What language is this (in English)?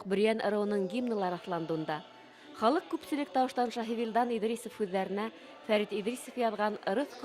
Bashkir